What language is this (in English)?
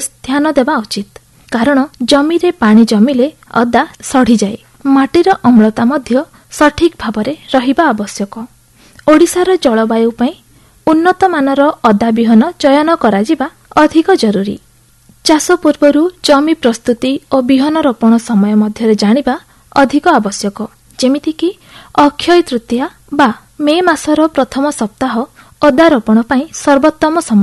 Odia